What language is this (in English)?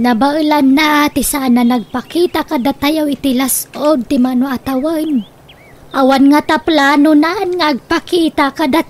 Iloko